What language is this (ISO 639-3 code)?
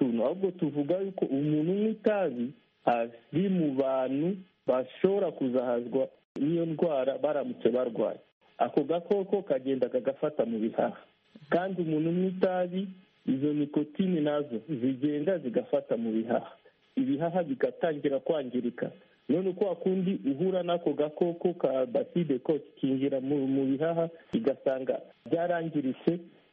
kin